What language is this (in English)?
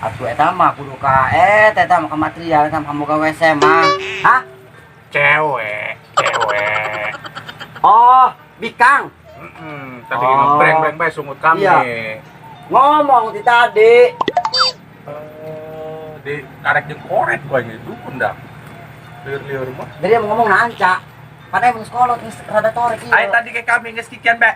Sundanese